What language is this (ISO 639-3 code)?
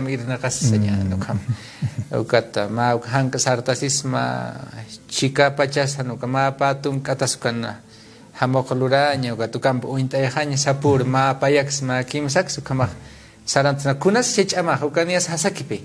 aym